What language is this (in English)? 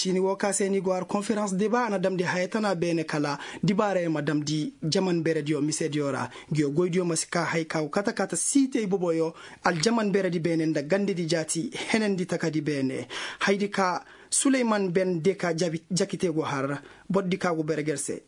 Koyraboro Senni